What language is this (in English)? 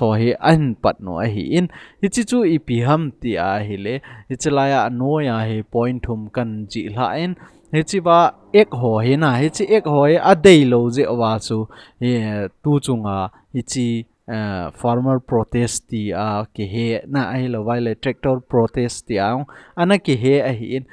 Thado Chin